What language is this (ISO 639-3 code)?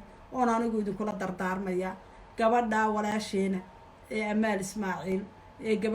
som